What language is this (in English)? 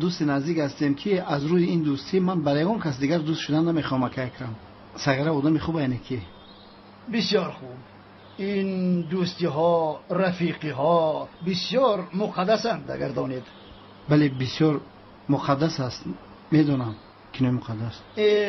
Tajik